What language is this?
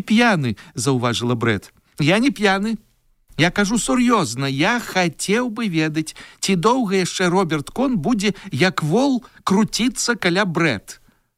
Belarusian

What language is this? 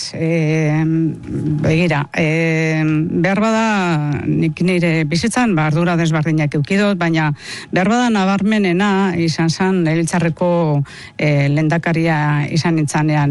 Basque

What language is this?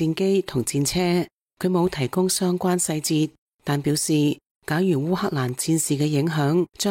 Cantonese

